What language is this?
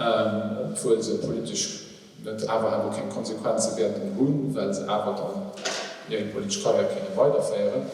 Luxembourgish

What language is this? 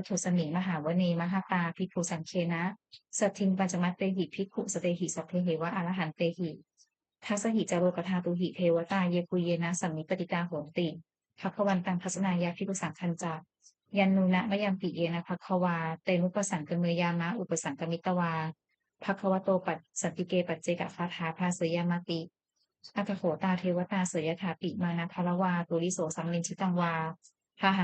Pali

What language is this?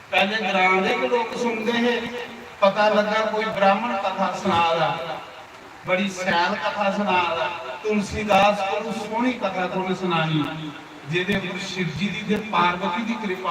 Dogri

